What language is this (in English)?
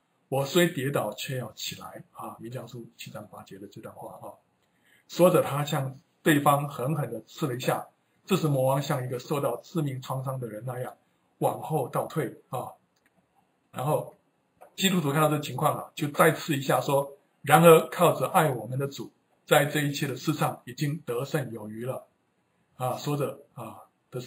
Chinese